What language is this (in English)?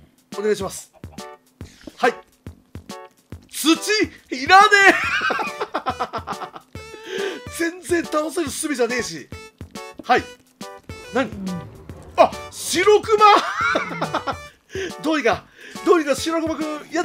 Japanese